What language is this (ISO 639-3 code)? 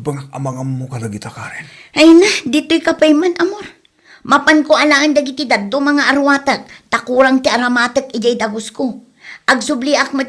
ilo